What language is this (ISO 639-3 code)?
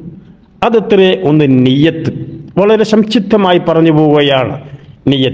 mal